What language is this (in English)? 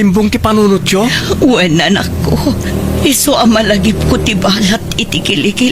Iloko